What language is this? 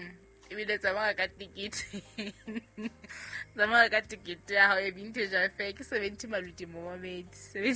Southern Sotho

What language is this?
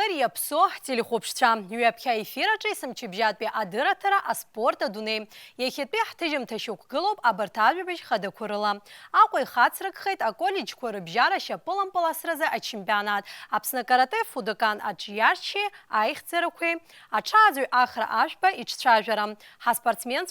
Abkhazian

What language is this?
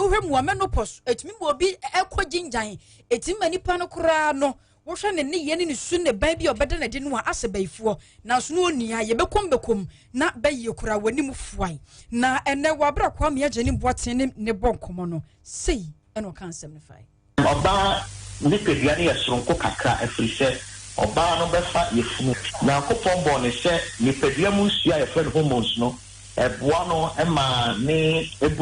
Akan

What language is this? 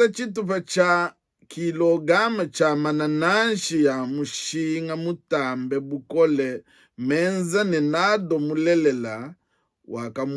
Luba-Lulua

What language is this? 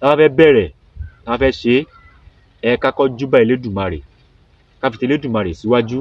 Yoruba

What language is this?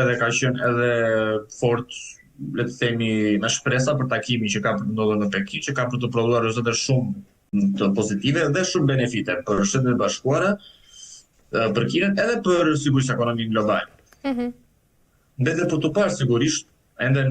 Albanian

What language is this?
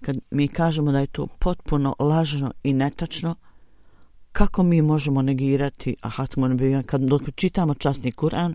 Bosnian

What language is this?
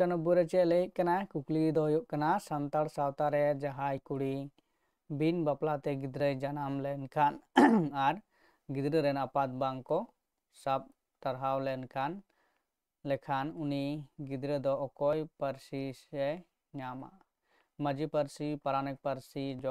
Santali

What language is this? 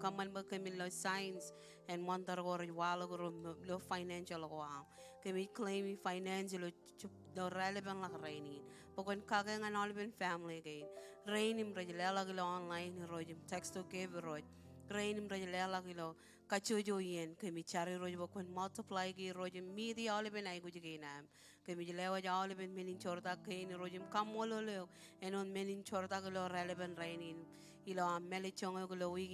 Marshallese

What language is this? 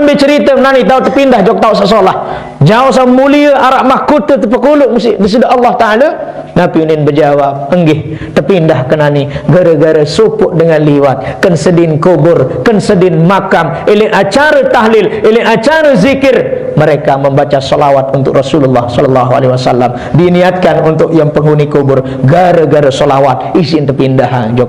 Sasak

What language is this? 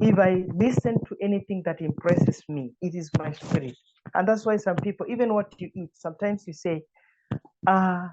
English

